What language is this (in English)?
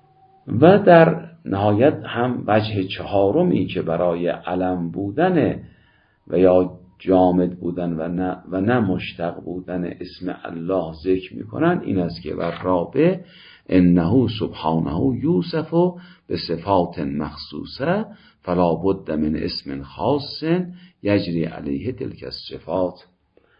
Persian